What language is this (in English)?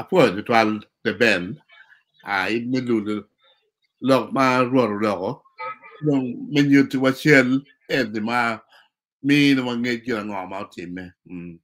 Acoli